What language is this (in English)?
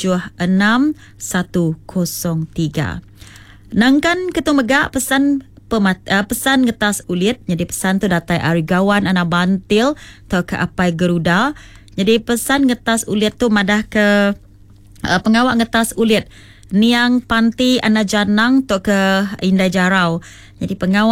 Iban